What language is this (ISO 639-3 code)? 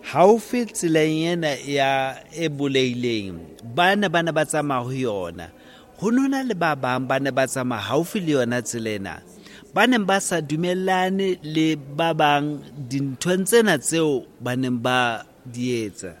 sot